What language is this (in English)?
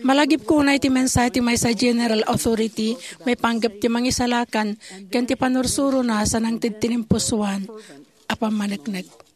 Iloko